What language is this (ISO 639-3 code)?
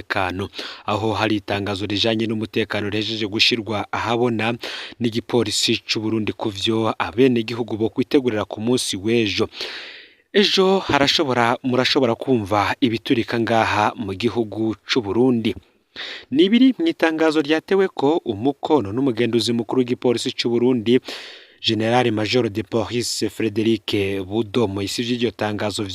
run